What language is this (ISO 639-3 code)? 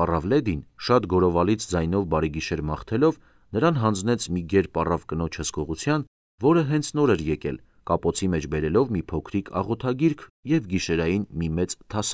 hye